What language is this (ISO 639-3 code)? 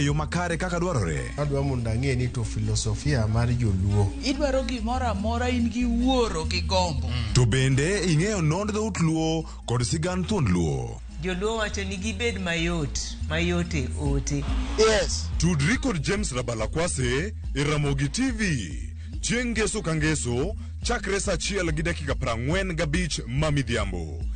luo